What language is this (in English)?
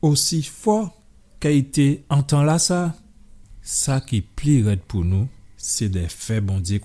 Guadeloupean Creole French